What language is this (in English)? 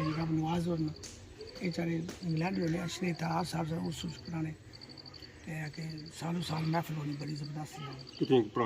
Pahari-Potwari